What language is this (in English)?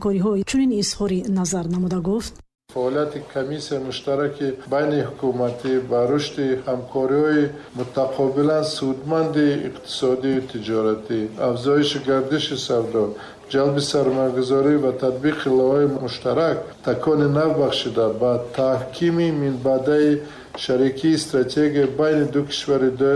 Tajik